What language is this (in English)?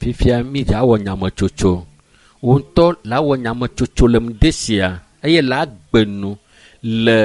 Ewe